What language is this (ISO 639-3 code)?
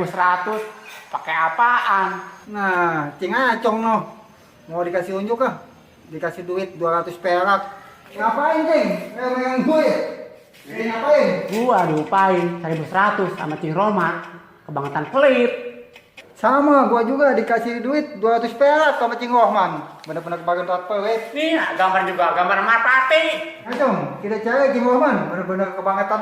bew